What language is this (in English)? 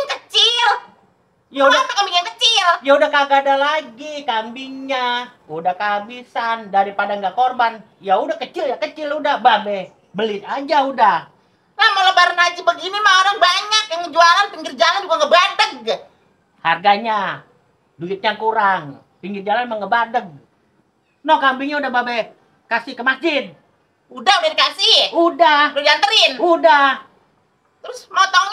Betawi